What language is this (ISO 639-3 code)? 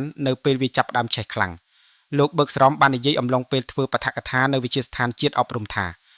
khm